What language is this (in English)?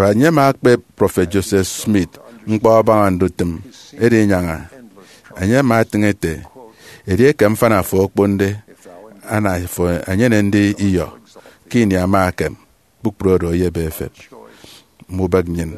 Efik